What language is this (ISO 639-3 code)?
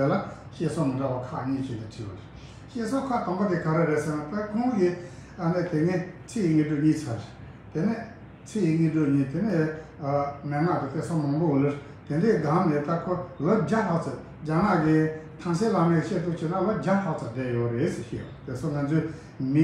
bod